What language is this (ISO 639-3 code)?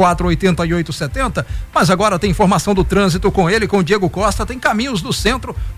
por